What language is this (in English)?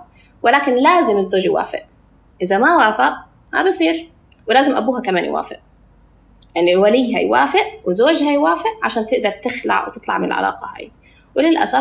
North Levantine Arabic